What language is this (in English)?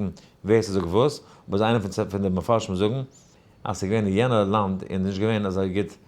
Yiddish